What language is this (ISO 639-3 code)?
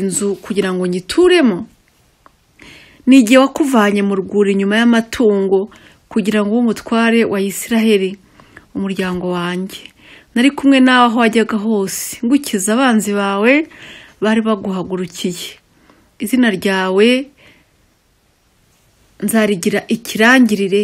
kin